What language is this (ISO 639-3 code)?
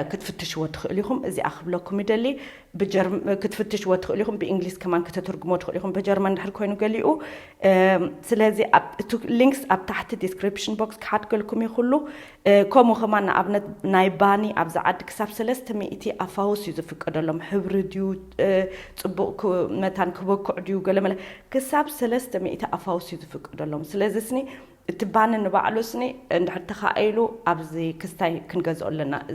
tir